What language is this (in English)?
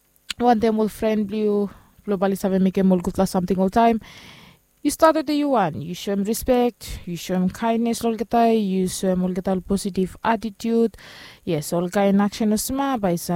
Bislama